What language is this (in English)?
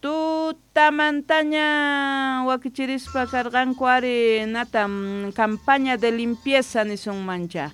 Quechua